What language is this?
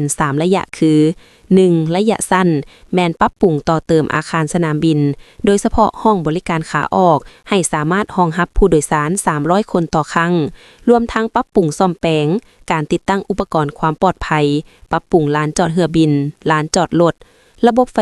Lao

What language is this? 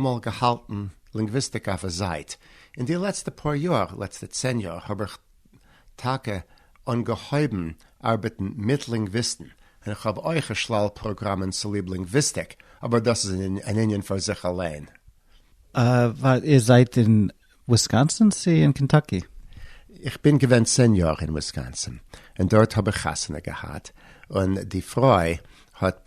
Yiddish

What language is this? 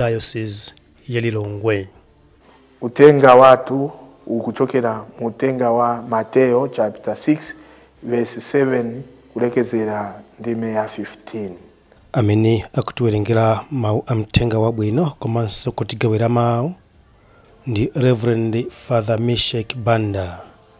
Nyanja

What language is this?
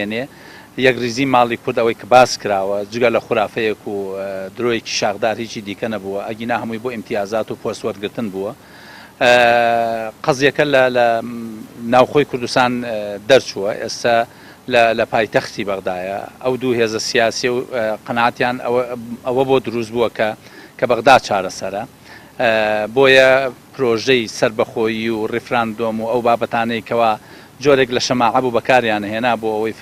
Central Kurdish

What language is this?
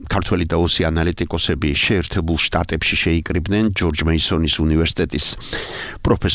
Georgian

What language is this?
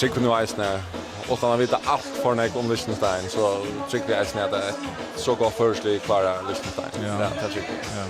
Faroese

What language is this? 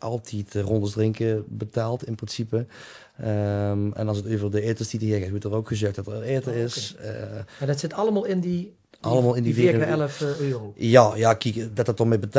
Limburgish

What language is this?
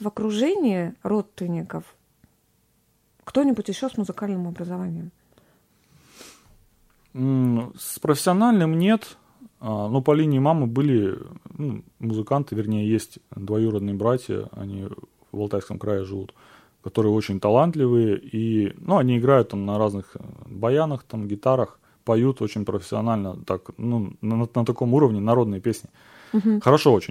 Russian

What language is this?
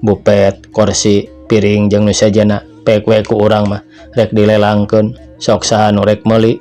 Sundanese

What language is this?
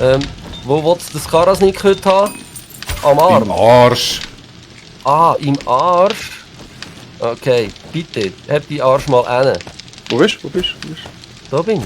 Swiss German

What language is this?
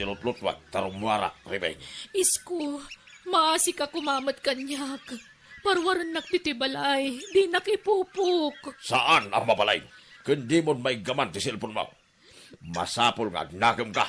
Iloko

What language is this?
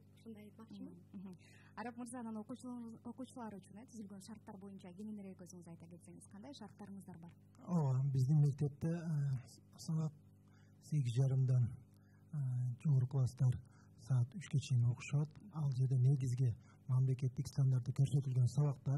Kyrgyz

